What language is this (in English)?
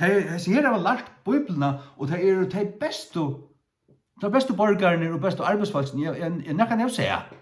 Faroese